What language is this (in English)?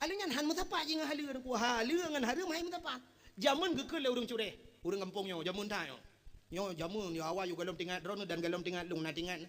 Achinese